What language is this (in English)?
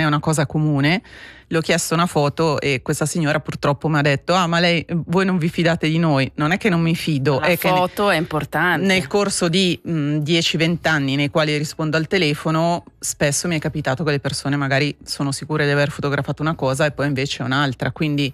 Italian